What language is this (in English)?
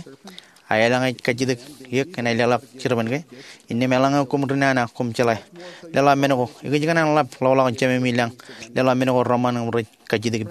Marshallese